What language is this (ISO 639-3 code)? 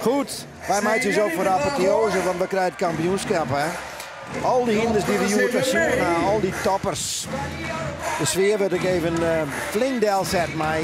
fry